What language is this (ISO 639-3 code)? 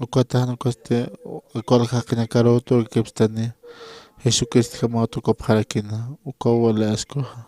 aym